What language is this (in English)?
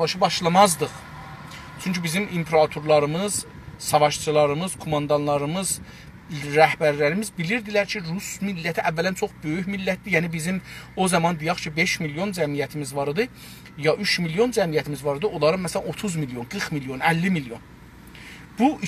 South Azerbaijani